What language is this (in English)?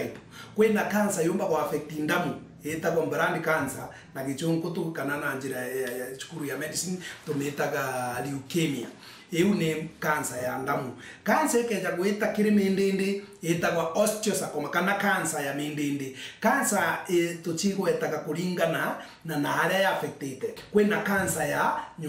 Meru